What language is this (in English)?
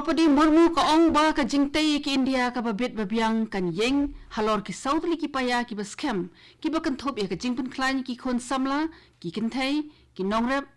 Khasi